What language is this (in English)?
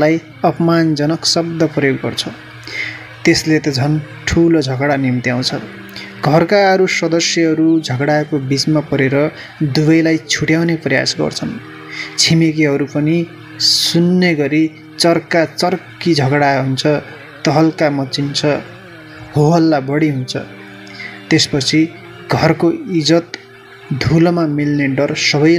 Nepali